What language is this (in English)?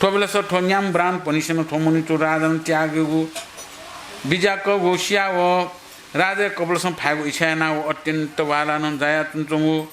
Newari